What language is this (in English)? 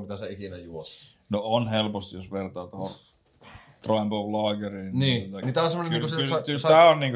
Finnish